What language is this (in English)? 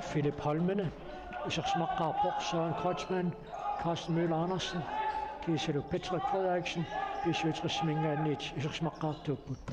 Kalaallisut